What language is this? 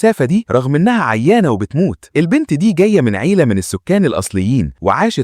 Egyptian Arabic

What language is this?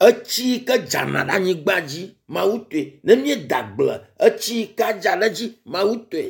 Ewe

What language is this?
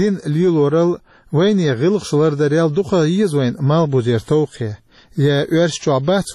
Chechen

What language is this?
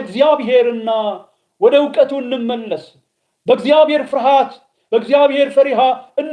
Amharic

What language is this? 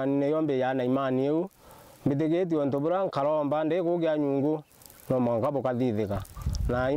Meru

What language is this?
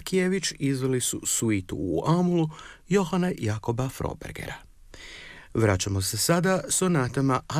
Croatian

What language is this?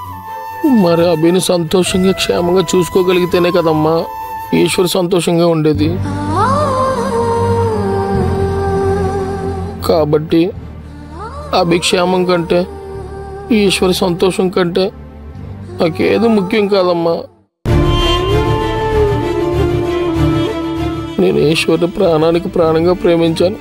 Telugu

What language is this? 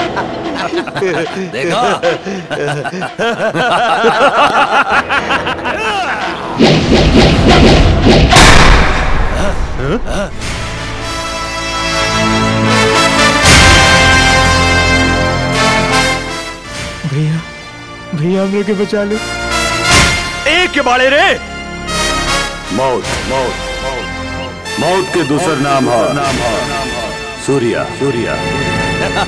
Bhojpuri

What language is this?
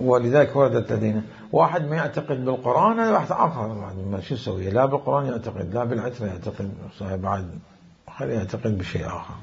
Mesopotamian Arabic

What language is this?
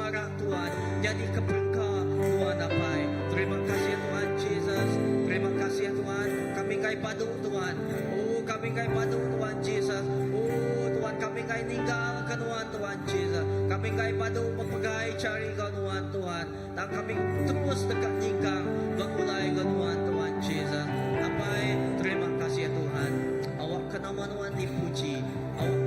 Iban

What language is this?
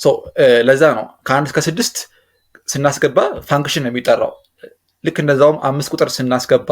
Amharic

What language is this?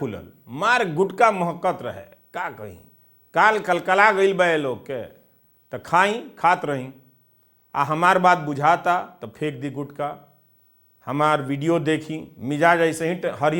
Bhojpuri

